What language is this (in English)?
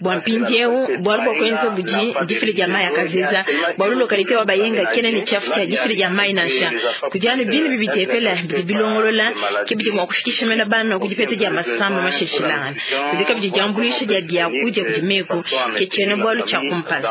Luba-Lulua